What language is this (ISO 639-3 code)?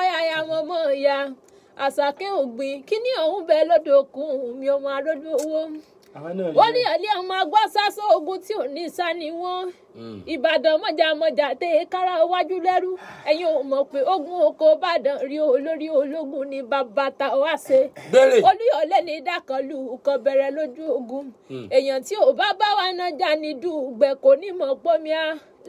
yor